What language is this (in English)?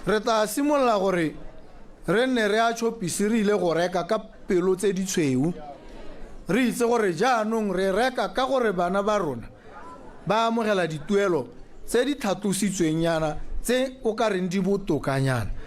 Tswana